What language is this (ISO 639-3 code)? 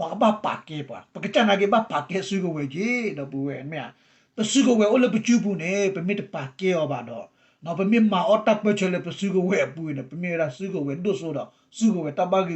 ksw